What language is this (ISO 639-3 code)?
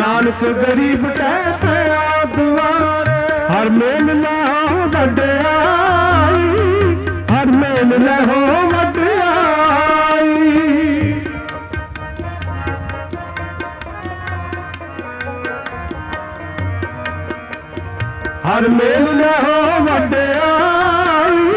pan